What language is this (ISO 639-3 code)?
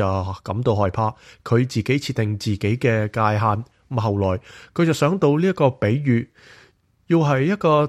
yue